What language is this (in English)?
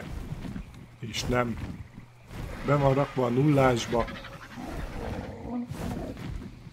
Hungarian